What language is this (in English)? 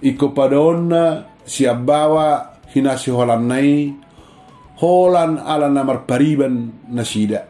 Batak Toba